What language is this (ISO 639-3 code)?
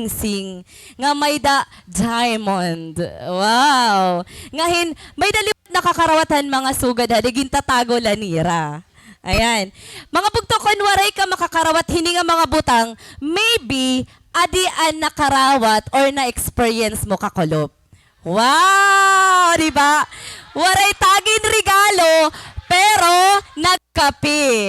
war